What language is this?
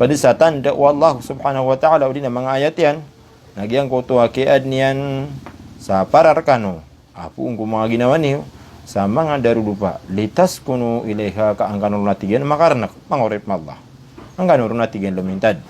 Maranao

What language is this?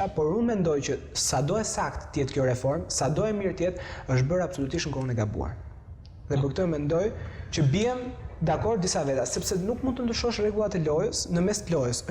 Albanian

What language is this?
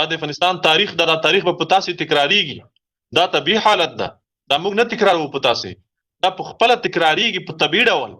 Pashto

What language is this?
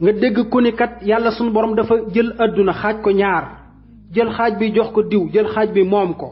Wolof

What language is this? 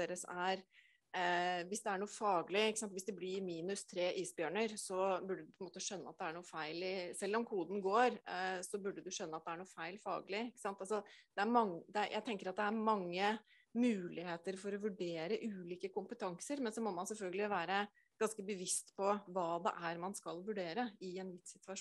Norwegian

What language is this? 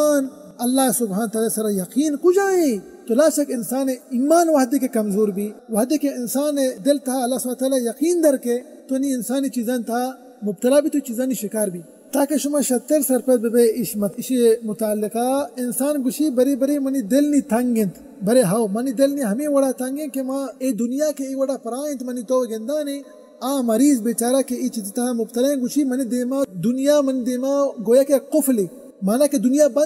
Baluchi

